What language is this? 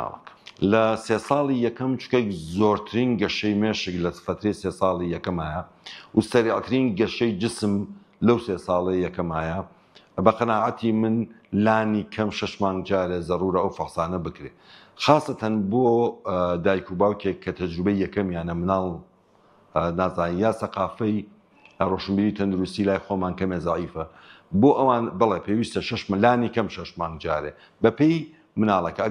Central Kurdish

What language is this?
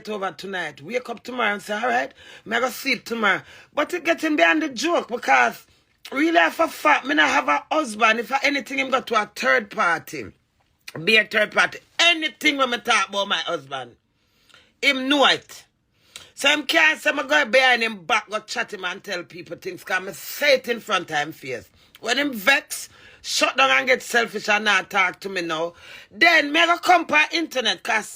Jamaican Creole English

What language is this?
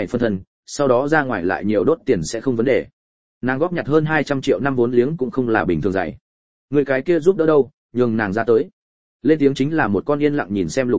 Vietnamese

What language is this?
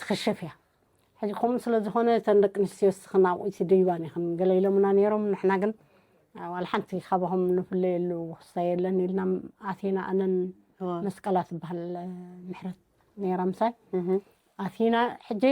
Tigrinya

